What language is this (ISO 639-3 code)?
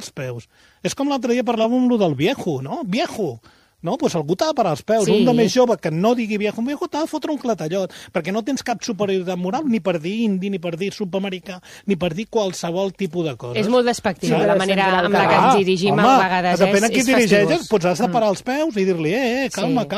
cat